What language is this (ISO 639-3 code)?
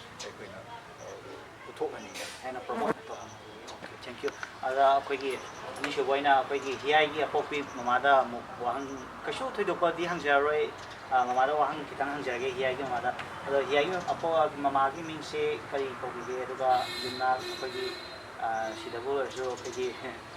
mni